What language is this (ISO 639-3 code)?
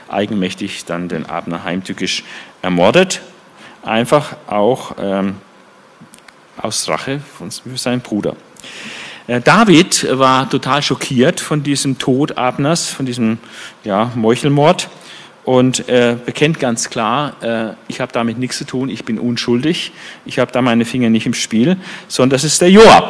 deu